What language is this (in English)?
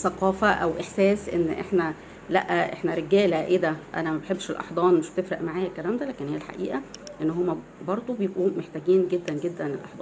Egyptian Arabic